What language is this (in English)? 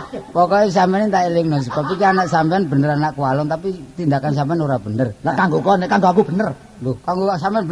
Javanese